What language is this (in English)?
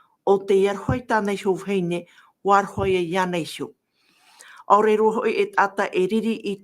Tahitian